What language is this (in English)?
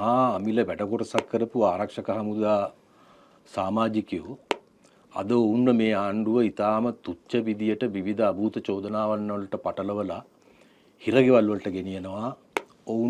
Sinhala